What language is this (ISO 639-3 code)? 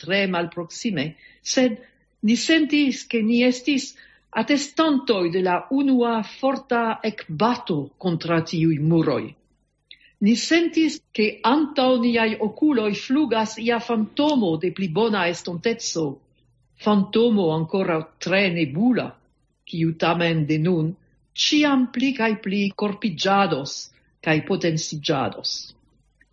epo